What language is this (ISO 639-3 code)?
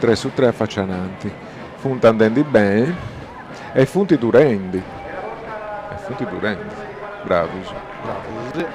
srd